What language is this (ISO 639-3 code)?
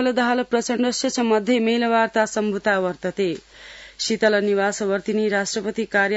san